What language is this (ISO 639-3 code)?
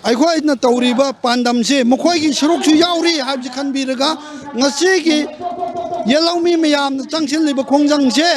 mni